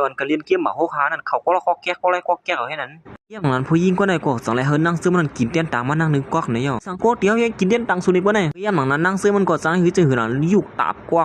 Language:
Shan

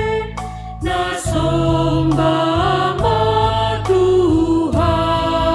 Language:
Batak Simalungun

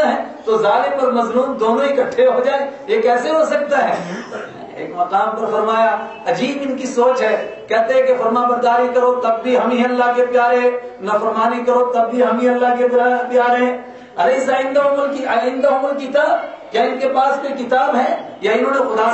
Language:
Urdu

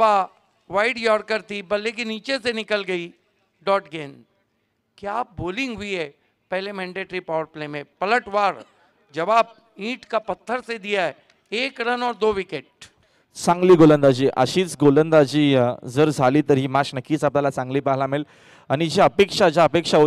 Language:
Marathi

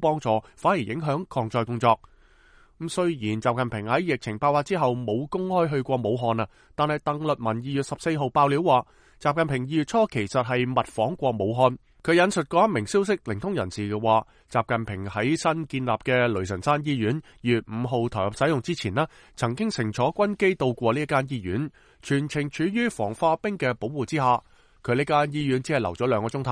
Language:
Cantonese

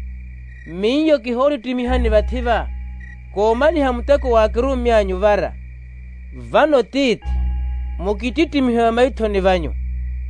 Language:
Makhuwa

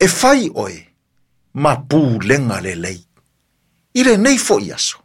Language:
Samoan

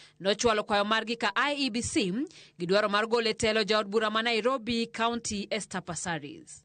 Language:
Luo (Kenya and Tanzania)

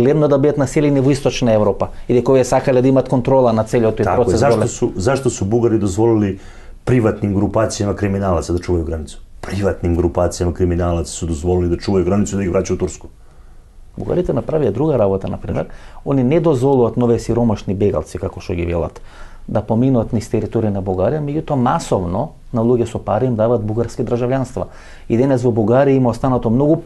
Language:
Macedonian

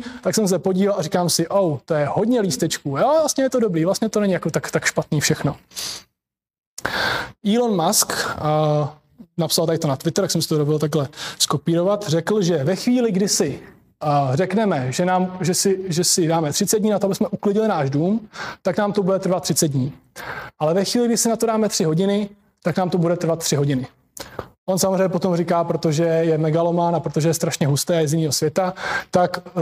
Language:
Czech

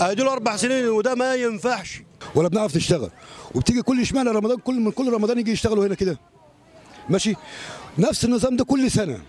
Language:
Egyptian Arabic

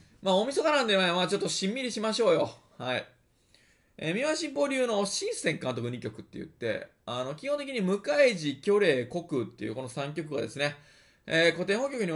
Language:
Japanese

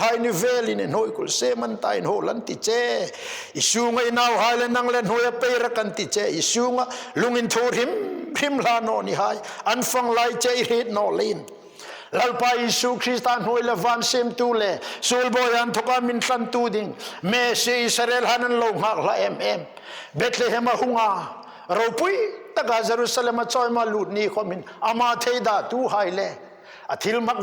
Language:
Hmar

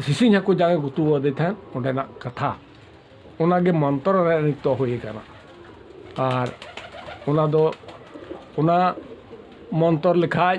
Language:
Santali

